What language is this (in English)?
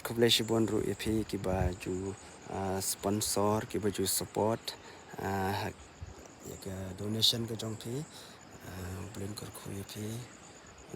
Khasi